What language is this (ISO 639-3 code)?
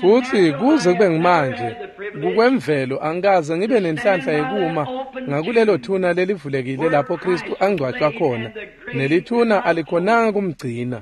ssw